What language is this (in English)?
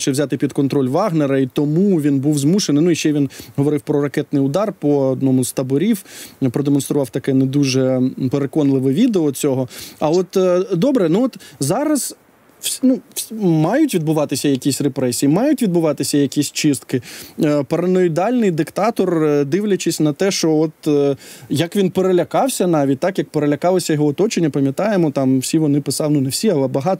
Ukrainian